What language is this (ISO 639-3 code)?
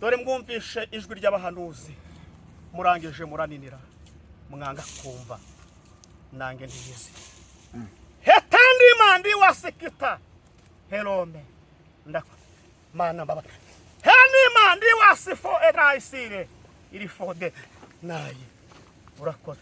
kin